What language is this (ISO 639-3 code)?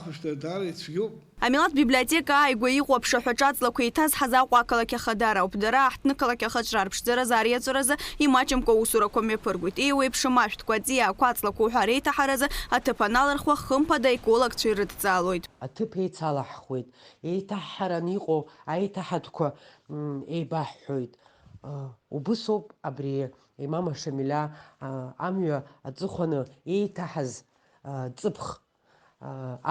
abk